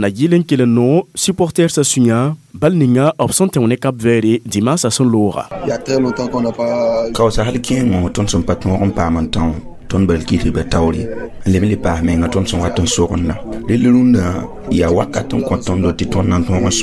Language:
Mossi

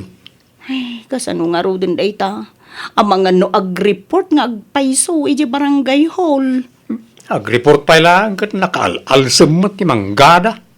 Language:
Iloko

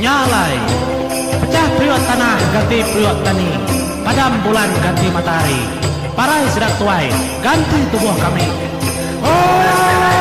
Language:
Iban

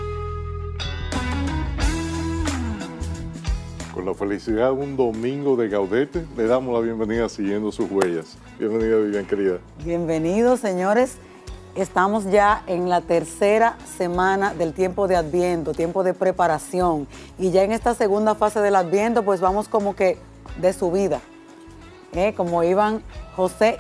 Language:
Spanish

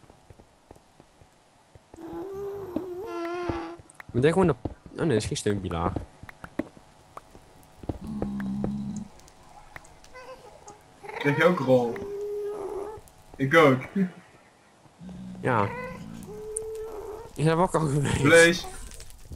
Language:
Dutch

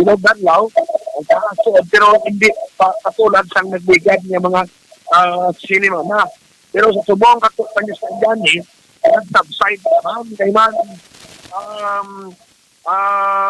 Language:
Hiligaynon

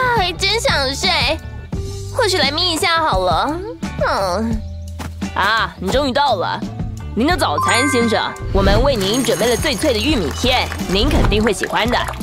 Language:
Chinese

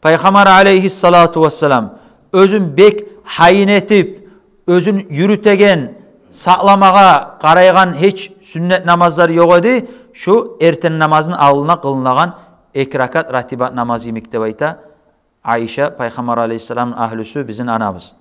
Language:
Kumyk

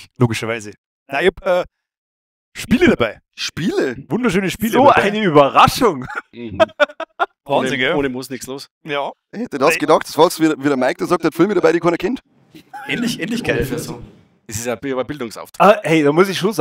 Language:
Bavarian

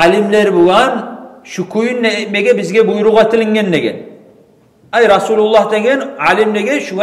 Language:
Kumyk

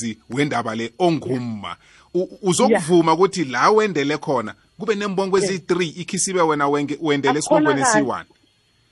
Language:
South Ndebele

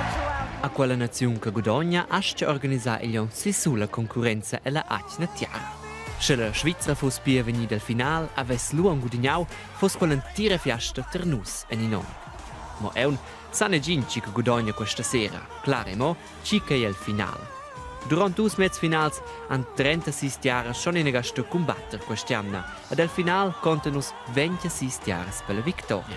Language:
Romansh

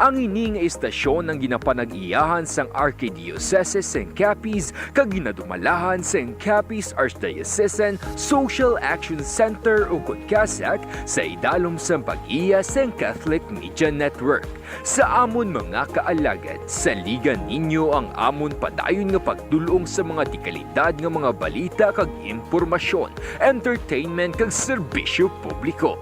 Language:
Hiligaynon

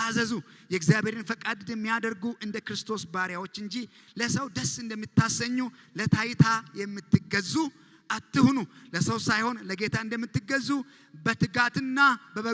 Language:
Amharic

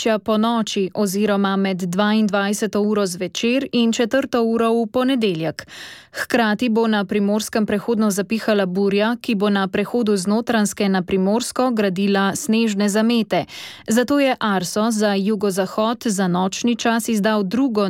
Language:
Slovenian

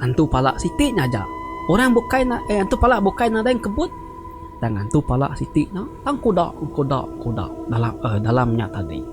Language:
Iban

